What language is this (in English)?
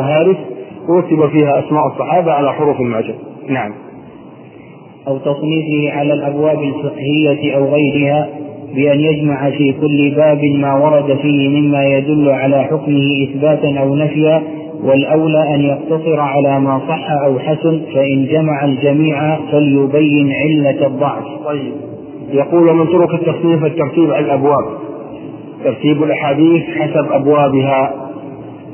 Arabic